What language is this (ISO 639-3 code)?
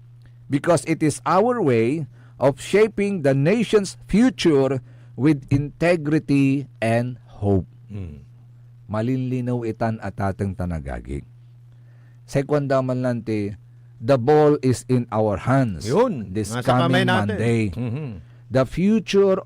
pag